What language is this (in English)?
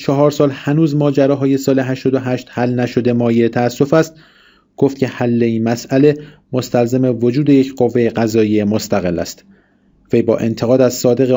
Persian